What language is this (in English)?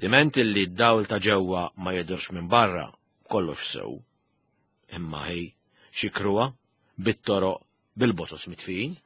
Maltese